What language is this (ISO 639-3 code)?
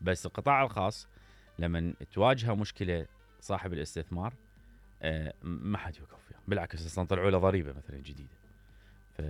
acm